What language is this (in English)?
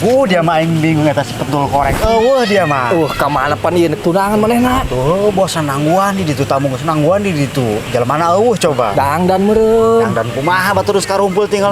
Sundanese